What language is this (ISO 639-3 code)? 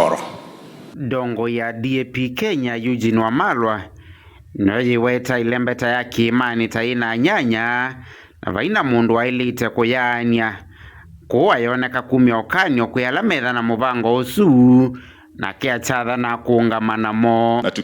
kam